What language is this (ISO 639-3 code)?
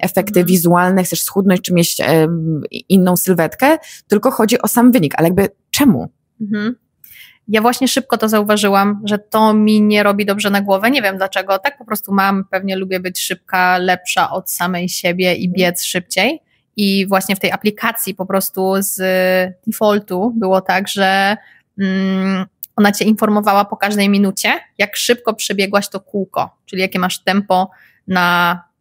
pol